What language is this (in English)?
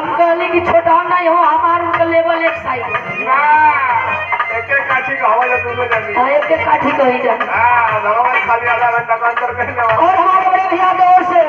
Bhojpuri